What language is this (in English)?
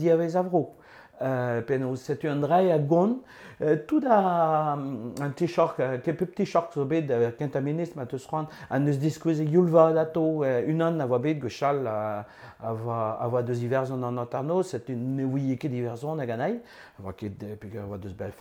Breton